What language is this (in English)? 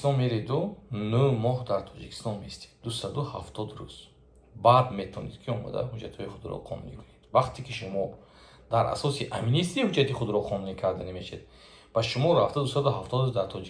Tajik